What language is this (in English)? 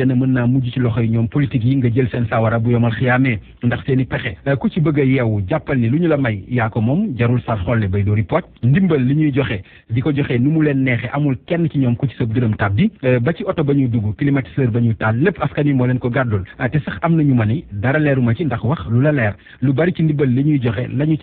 Wolof